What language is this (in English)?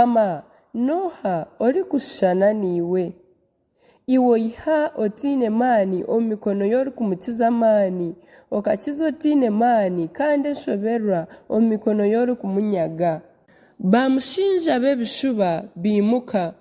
Nyankole